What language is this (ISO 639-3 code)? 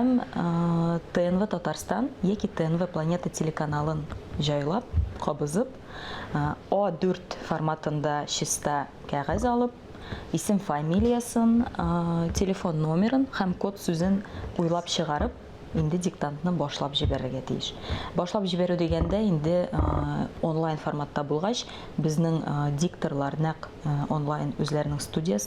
tat